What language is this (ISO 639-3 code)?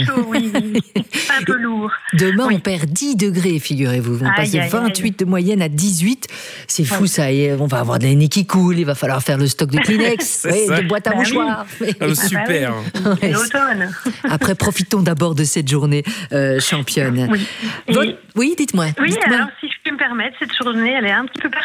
fra